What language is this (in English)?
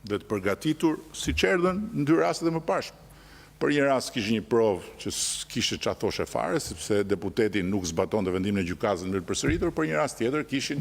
Albanian